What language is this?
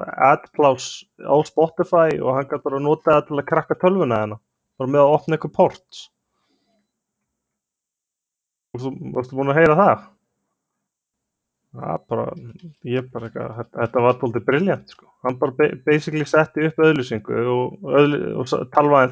Icelandic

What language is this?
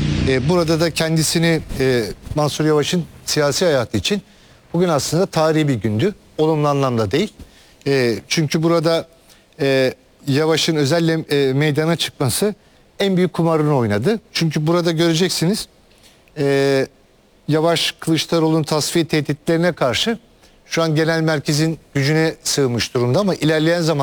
Turkish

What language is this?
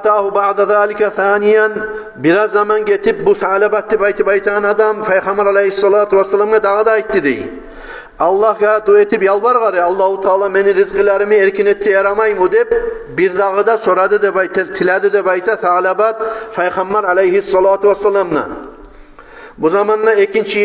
Kumyk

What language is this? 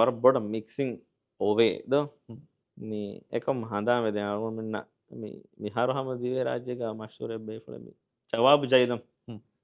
Divehi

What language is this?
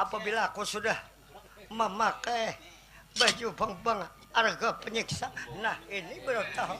Banjar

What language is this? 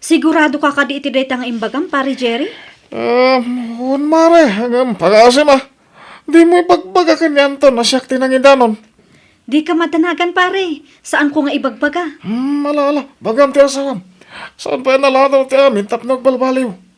Iloko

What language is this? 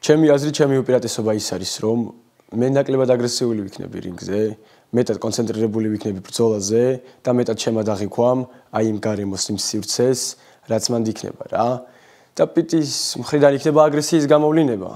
Georgian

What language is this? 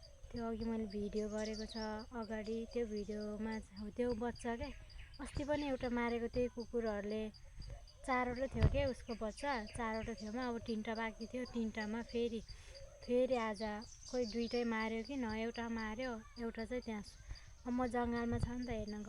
Nepali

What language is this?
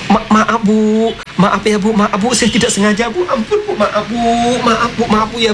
Indonesian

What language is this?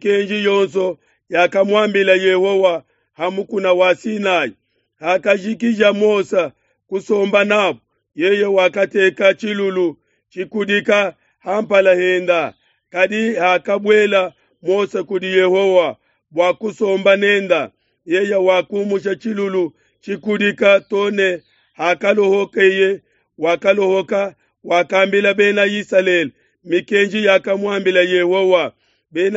Luba-Lulua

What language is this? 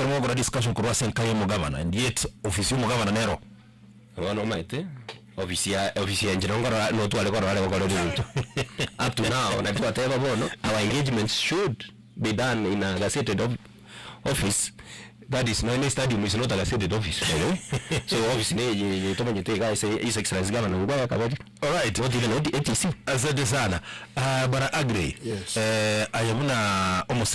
Gusii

